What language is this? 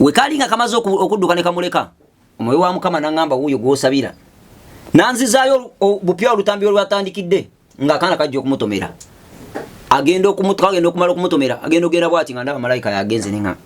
Ganda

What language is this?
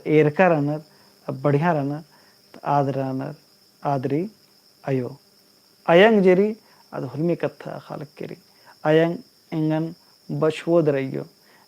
Kurukh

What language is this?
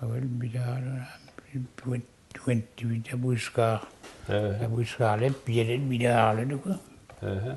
Mi'kmaw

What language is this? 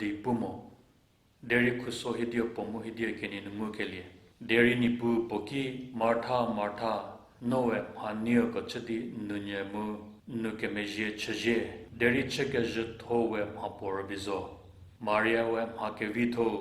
Angami Naga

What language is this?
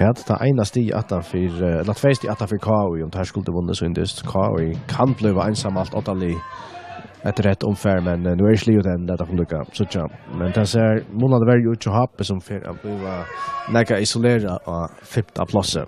Faroese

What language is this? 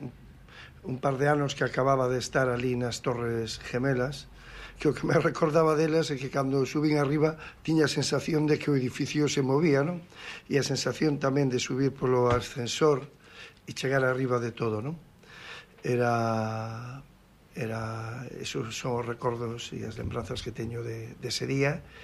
Galician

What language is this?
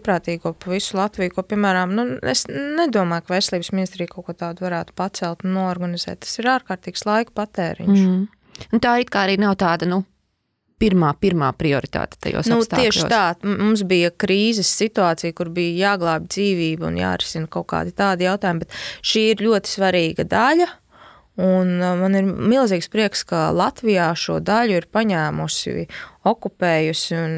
Latvian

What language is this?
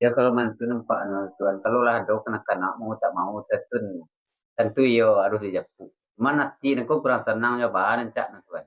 Minangkabau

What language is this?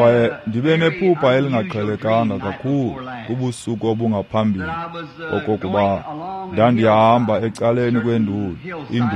Xhosa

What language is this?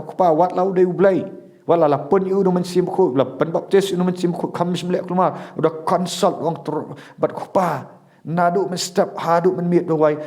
Khasi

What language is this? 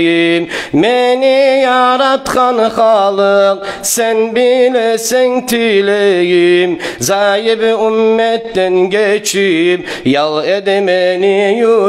Kumyk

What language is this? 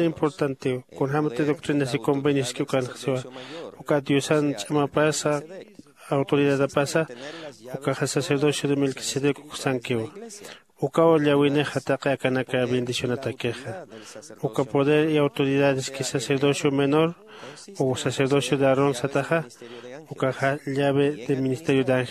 Aymara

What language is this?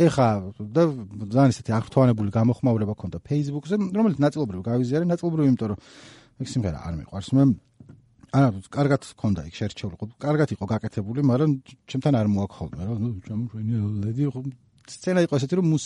Georgian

